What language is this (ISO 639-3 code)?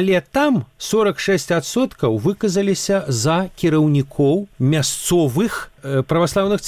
bel